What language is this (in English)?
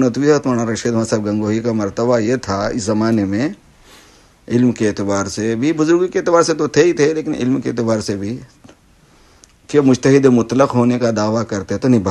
Urdu